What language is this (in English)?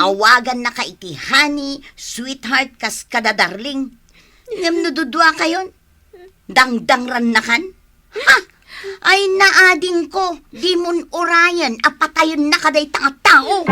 Iloko